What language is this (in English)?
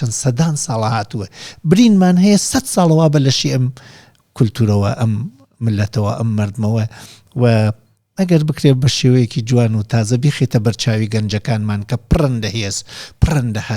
Central Kurdish